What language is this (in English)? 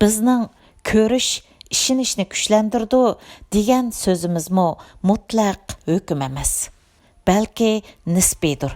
Uyghur